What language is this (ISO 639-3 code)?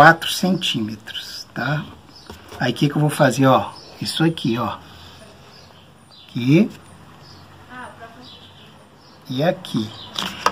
por